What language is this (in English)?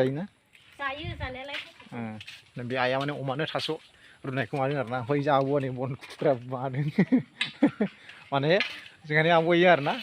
Bodo